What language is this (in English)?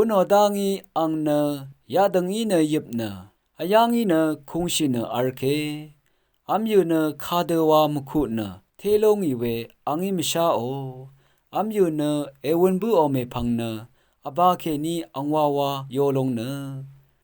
Rawang